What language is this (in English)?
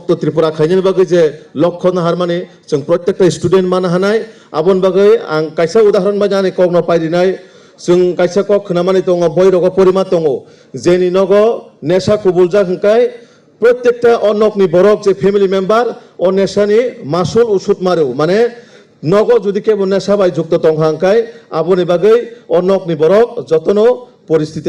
Kok Borok